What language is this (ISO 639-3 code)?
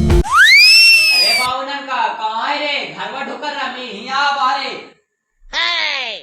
mag